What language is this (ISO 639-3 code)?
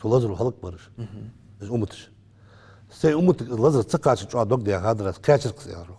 inh